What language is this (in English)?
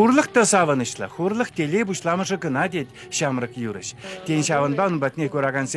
Chuvash